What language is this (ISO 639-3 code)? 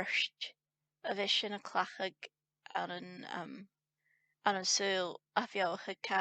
gla